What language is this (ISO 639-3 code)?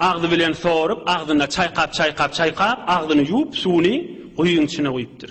tuk